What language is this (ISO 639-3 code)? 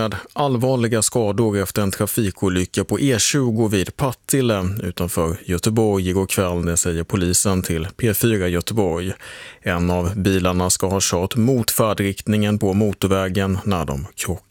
swe